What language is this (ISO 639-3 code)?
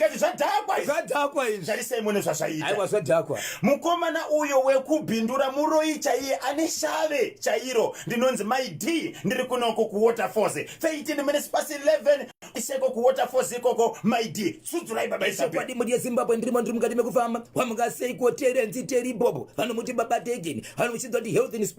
sna